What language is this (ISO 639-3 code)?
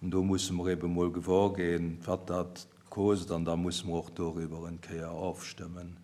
ltz